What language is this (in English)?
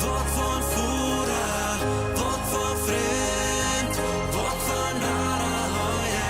Plautdietsch